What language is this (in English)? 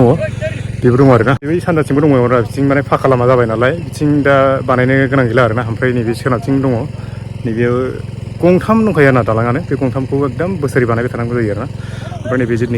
Bodo